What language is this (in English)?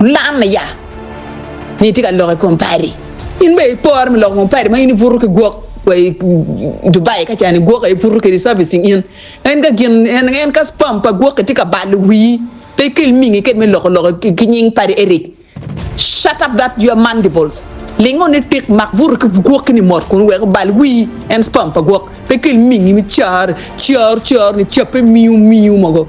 Acoli